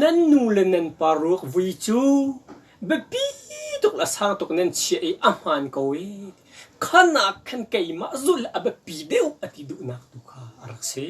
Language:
Hakha Chin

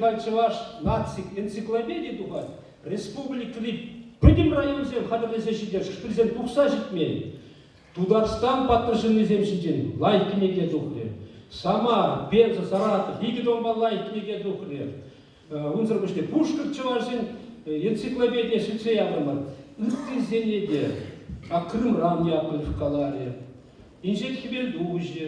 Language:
Chuvash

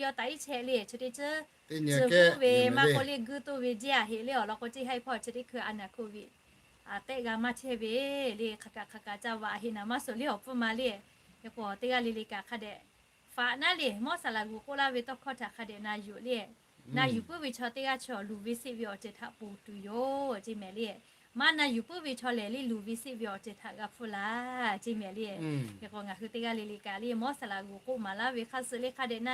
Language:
Lahu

